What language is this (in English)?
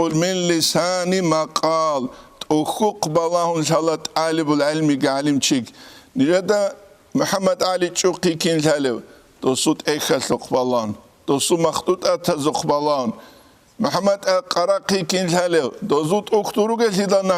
Avaric